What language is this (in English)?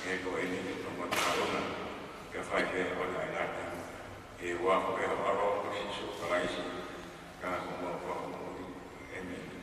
Tongan